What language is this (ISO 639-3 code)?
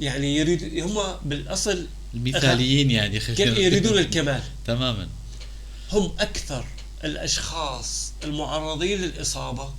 apc